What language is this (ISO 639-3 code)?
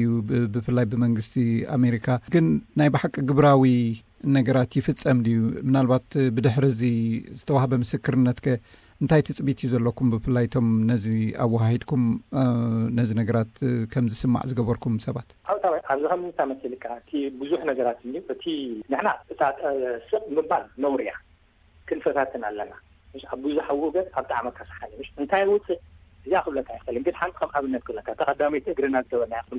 tir